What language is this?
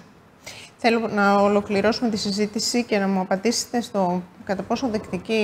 Greek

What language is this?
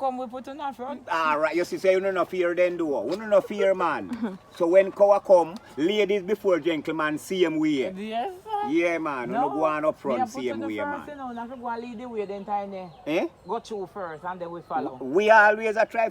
Jamaican Creole English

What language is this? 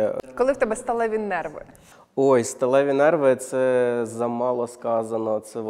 Ukrainian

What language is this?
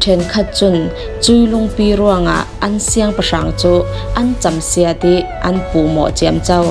Falam Chin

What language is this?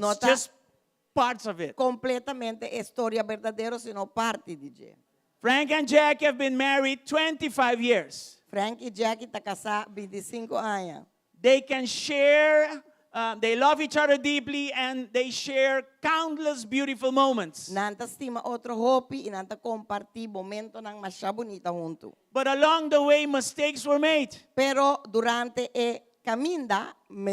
Papiamento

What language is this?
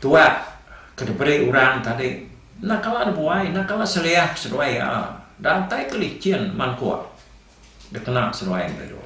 Iban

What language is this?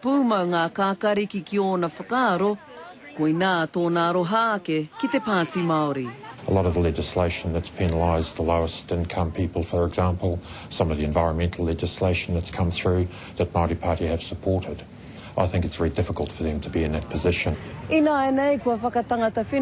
Māori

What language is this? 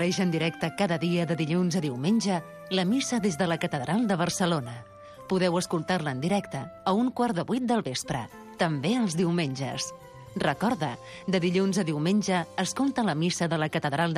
Catalan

